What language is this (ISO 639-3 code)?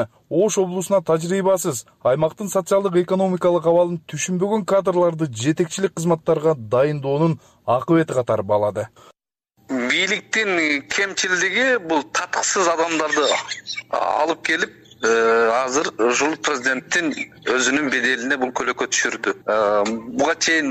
kir